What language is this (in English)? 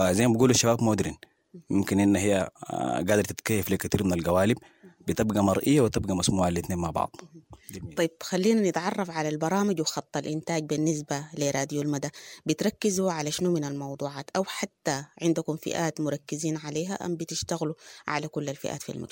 Sudanese Arabic